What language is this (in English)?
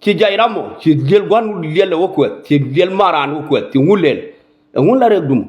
Nuer